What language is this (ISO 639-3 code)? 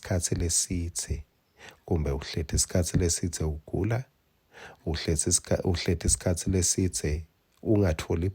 ssw